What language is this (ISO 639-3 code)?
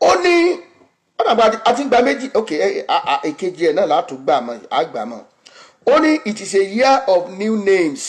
yor